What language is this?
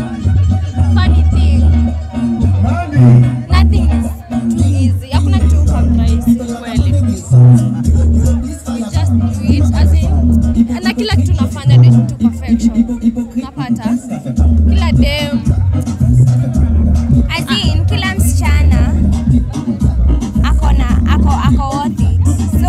Swahili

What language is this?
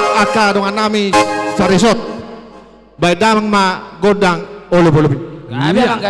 Batak Toba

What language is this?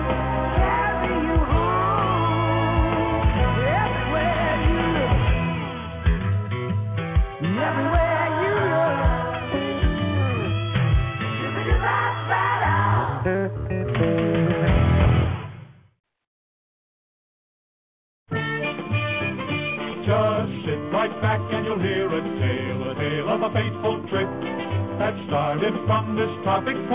English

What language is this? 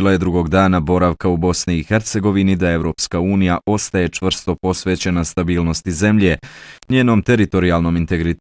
Bosnian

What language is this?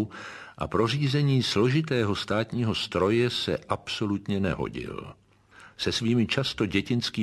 Czech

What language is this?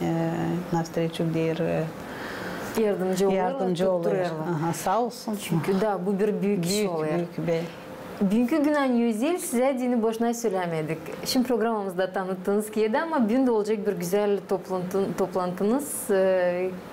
Gagauz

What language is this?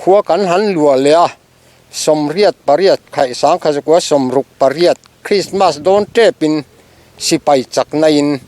Mizo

